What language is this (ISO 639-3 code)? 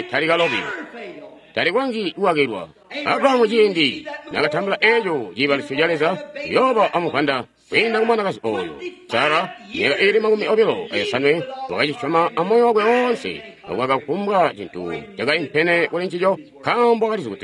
toi